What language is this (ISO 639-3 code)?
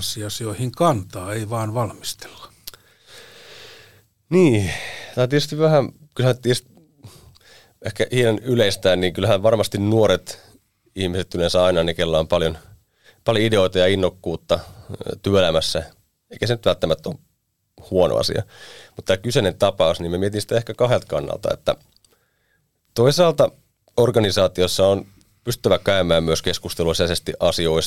fin